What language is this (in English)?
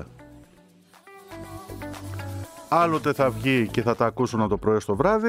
Greek